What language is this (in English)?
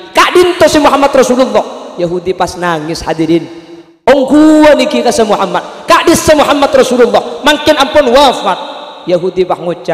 Madurese